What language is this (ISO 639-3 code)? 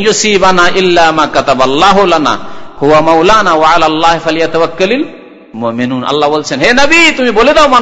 ben